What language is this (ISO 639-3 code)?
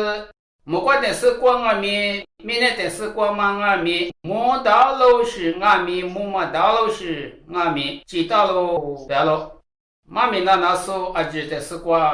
lis